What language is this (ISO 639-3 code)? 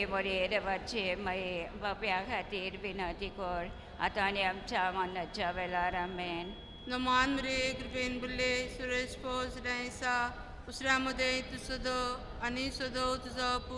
kok